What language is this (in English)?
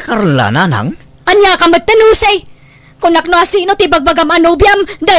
Iloko